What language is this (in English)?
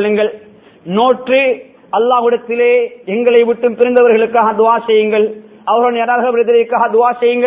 Tamil